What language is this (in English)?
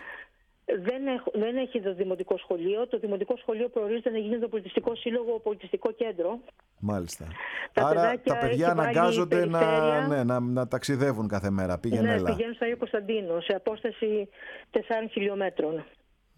Greek